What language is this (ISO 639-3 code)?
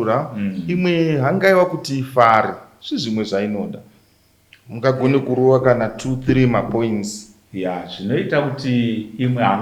sna